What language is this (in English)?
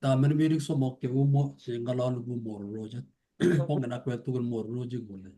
Kalenjin